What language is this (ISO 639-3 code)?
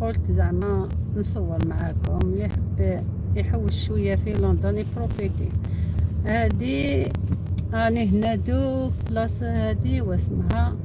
arq